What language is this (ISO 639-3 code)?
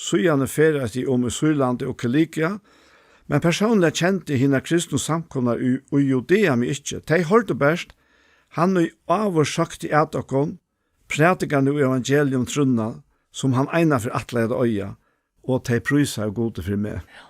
fao